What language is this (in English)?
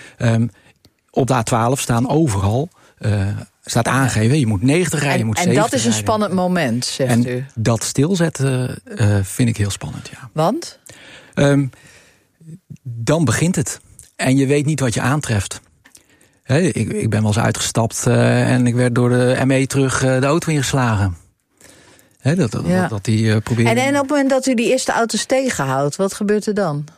Dutch